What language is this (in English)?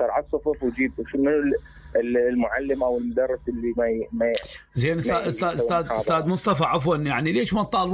Mesopotamian Arabic